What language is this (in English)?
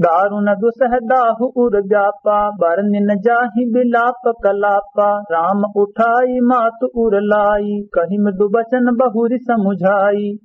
Awadhi